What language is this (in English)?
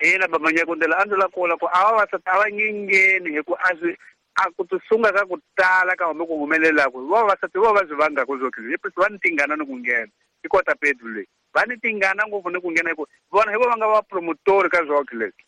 Tsonga